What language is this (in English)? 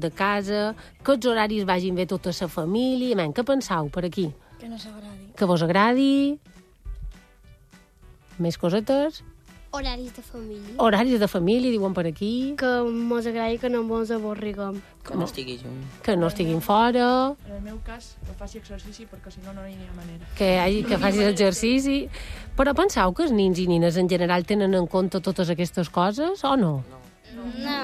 Catalan